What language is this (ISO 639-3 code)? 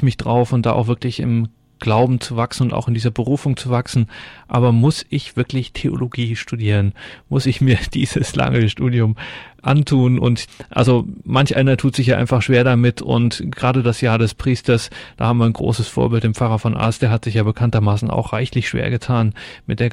deu